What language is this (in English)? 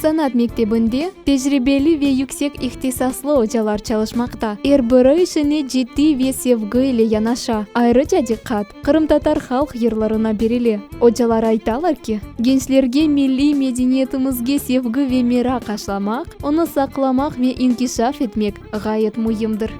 Crimean Tatar